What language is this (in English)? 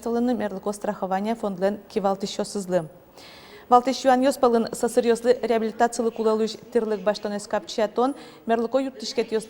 Udmurt